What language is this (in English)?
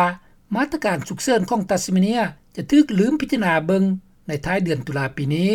Lao